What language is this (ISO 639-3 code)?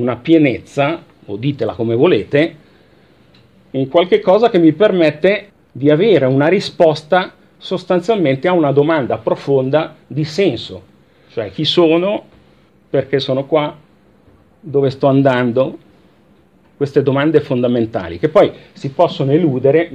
ita